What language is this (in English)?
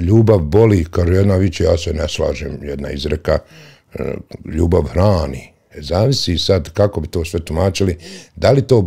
Bosnian